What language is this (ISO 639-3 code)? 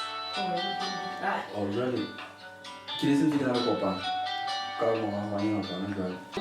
sot